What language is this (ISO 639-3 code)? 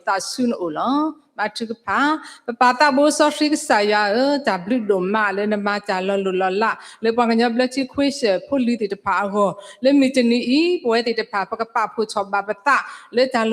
ksw